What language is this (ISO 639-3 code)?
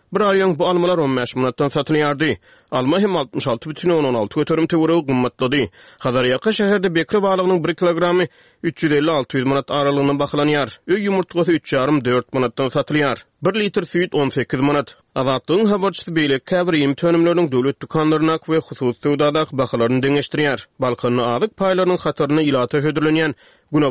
tuk